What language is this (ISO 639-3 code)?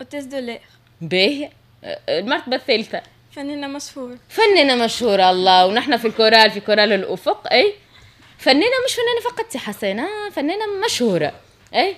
aeb